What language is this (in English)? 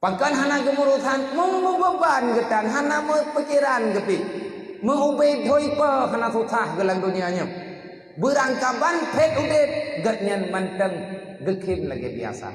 Achinese